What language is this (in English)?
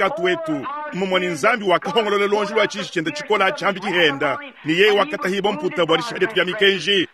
Luba-Lulua